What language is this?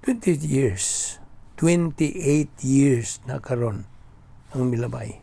Cebuano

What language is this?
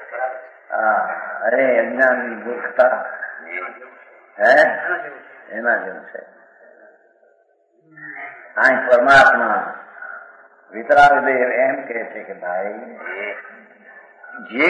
Gujarati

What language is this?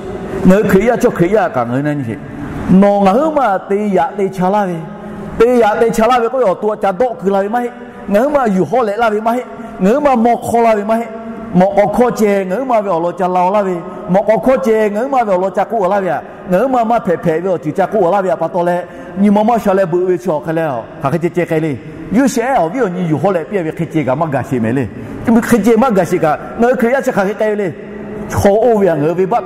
Lahu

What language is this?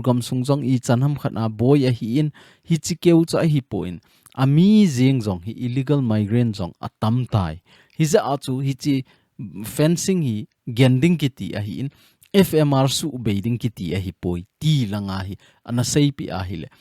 Thado Chin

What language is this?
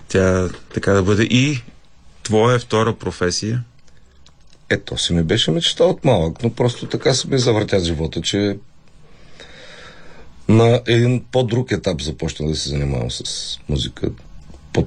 Bulgarian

